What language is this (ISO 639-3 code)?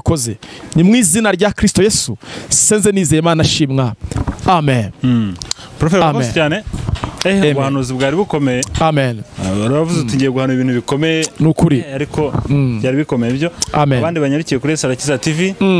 kin